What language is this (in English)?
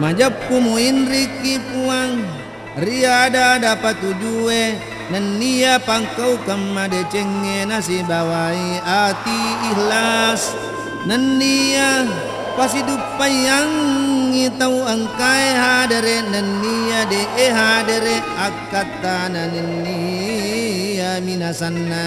Buginese